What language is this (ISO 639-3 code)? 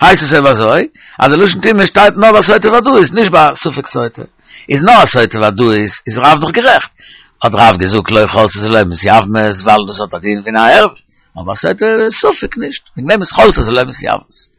yid